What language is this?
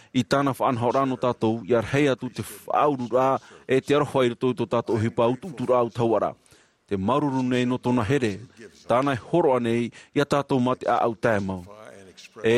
Tahitian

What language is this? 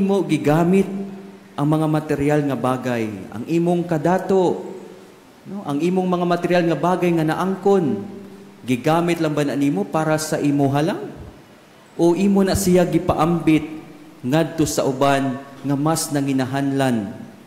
Cebuano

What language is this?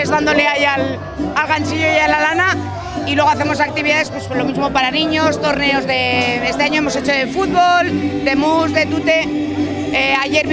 Spanish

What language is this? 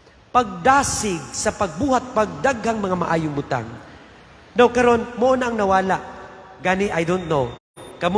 Cebuano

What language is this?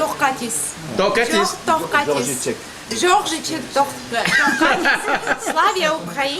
Réunion Creole French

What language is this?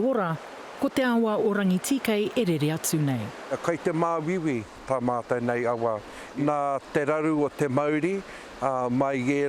Māori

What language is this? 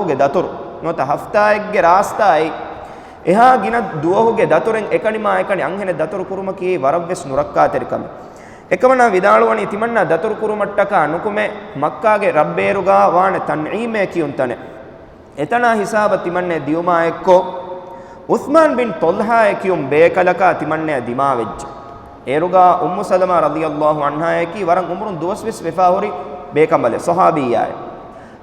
Divehi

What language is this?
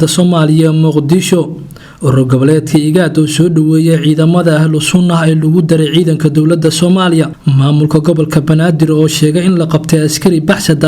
Somali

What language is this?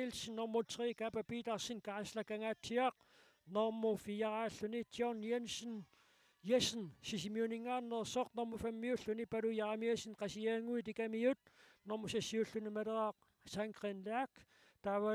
Kalaallisut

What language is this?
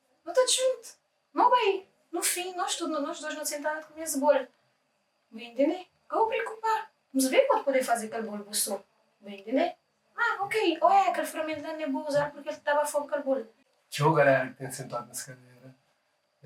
Kabuverdianu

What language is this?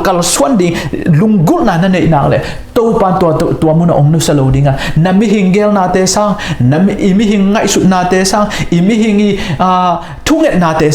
Tedim Chin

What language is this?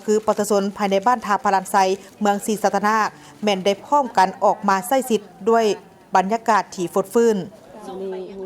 Lao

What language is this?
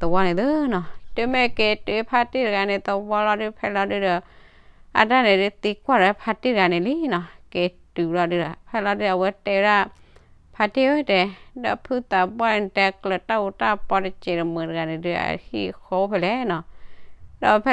S'gaw Karen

